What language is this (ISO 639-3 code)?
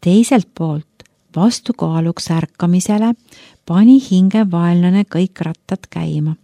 est